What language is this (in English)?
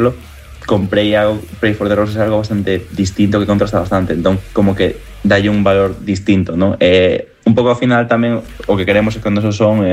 Galician